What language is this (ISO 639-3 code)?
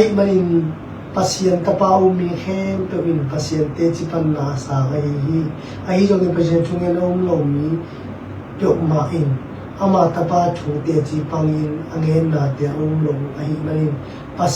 ctd